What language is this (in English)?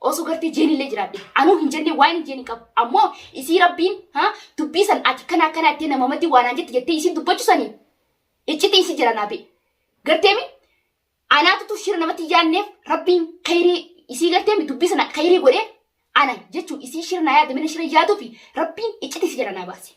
Oromo